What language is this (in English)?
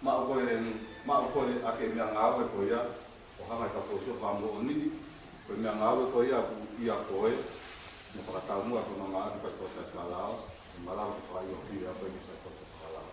Tongan